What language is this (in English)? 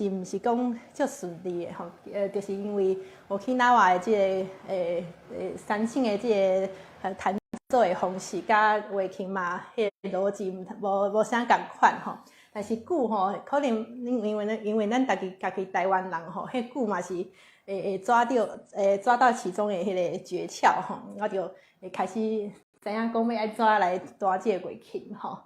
Min Nan Chinese